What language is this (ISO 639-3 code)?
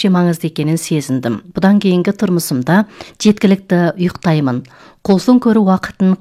kaz